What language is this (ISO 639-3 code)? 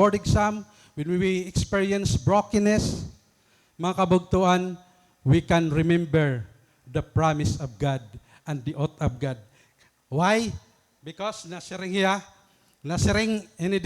war